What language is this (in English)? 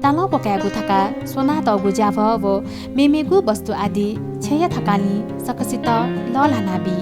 Newari